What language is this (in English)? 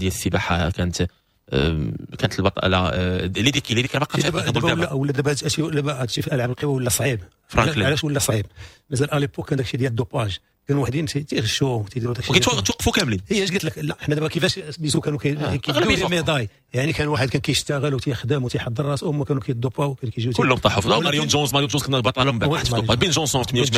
Moroccan Arabic